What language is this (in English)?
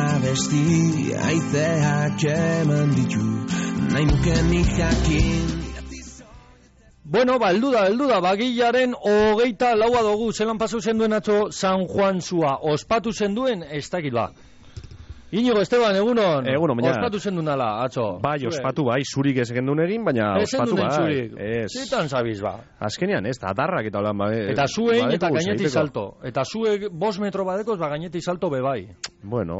Basque